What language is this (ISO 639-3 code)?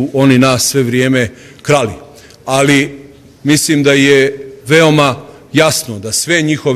bos